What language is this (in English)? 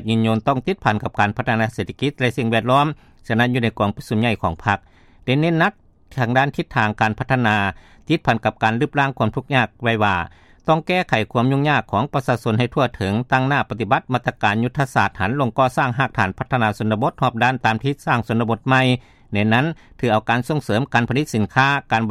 Lao